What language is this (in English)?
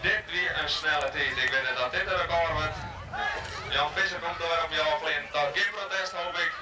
Western Frisian